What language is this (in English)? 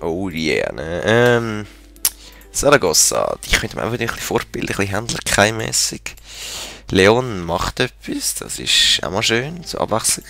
Swiss German